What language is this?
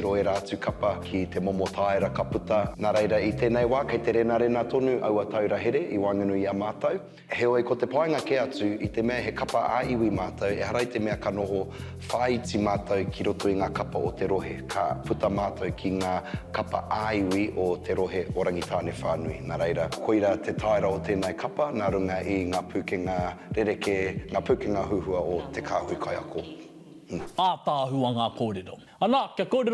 Māori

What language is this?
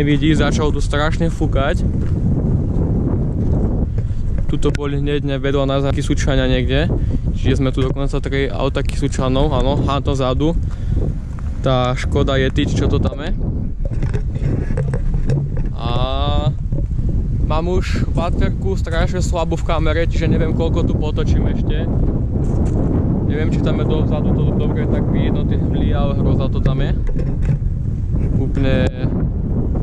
Slovak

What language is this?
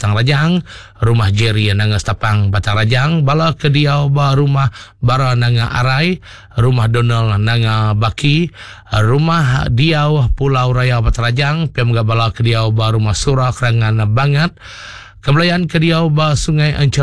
Iban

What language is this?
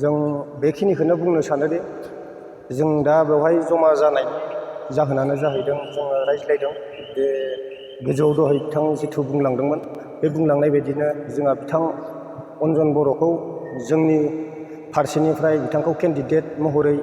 Bodo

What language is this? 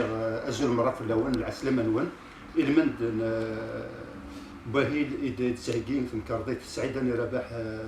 Kabyle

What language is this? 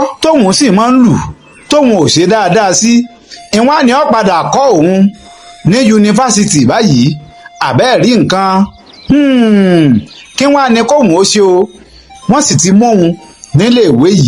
Yoruba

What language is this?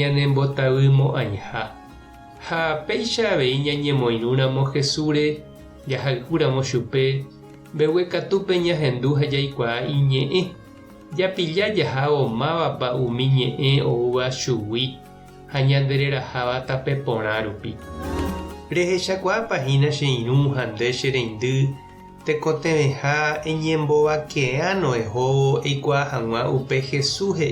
Guarani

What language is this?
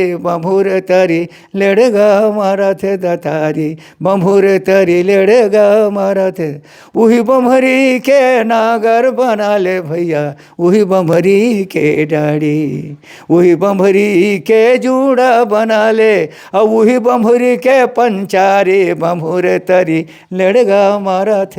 Chhattisgarhi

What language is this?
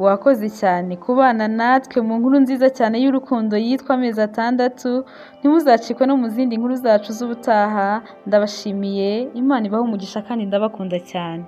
Kinyarwanda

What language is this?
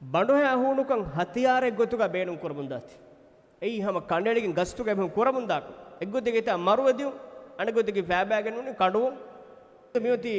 Divehi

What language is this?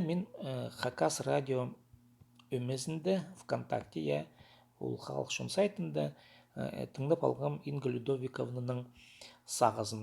Khakas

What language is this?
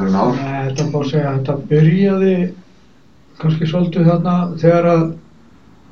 Icelandic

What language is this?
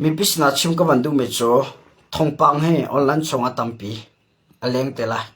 Hakha Chin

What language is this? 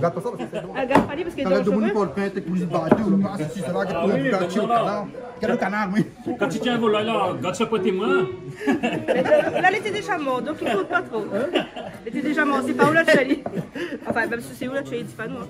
Réunion Creole French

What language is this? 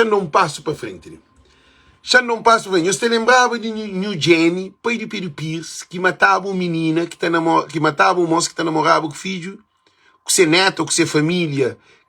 Kabuverdianu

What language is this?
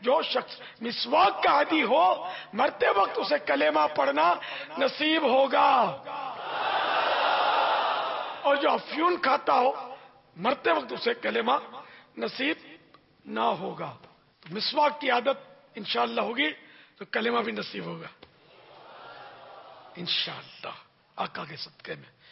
Urdu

